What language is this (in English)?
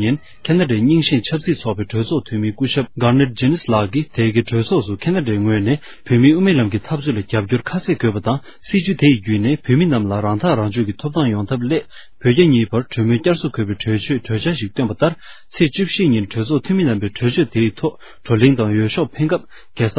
Tibetan